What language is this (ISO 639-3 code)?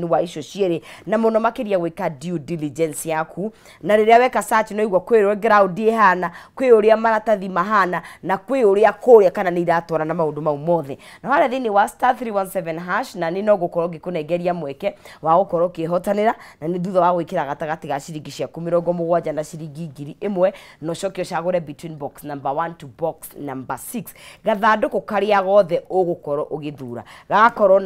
kik